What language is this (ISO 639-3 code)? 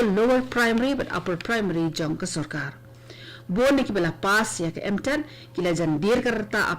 kha